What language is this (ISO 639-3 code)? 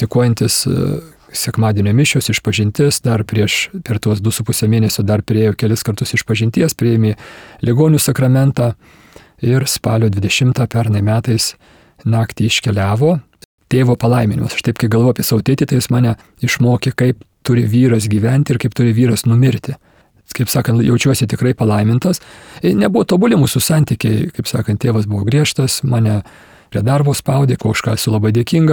lit